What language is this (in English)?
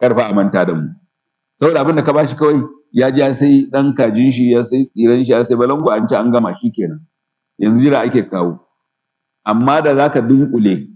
Hausa